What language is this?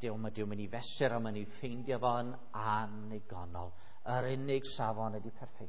Welsh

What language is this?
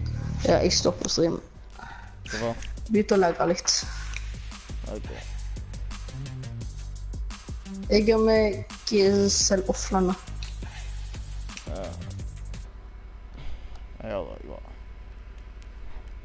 Norwegian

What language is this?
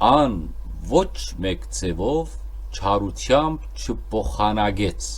Western Armenian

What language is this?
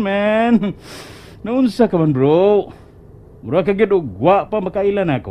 Cebuano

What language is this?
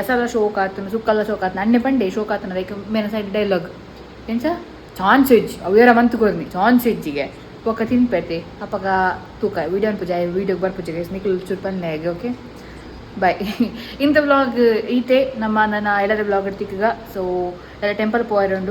Tulu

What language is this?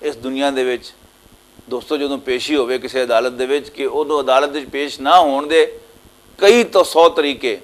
Western Panjabi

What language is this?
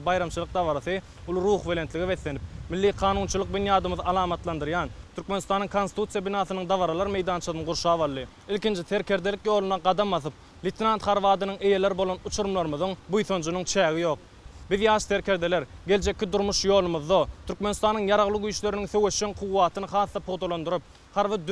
Turkmen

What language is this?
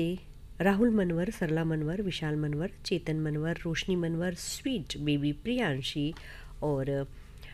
Hindi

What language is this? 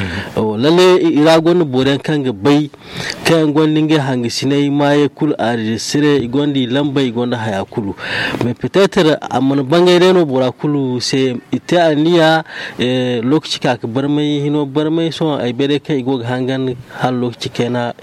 Zarma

